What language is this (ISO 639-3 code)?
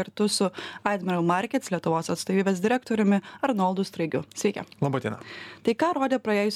lit